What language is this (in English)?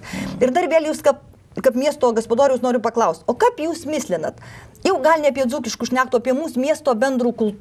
Lithuanian